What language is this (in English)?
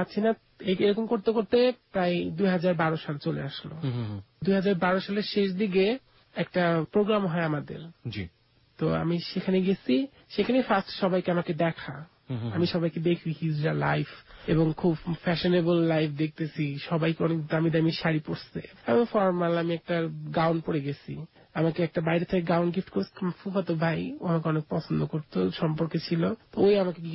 Bangla